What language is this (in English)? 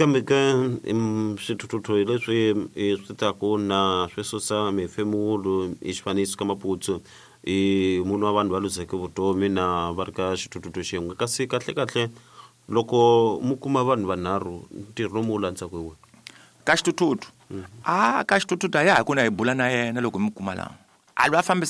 Tsonga